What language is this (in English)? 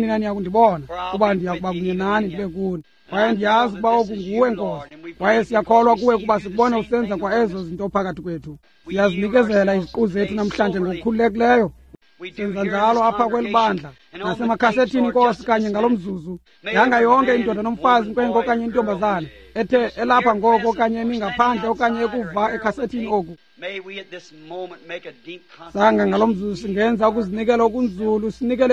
Xhosa